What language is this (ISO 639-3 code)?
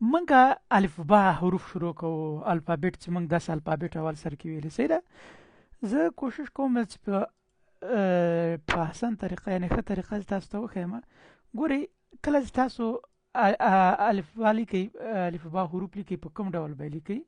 pus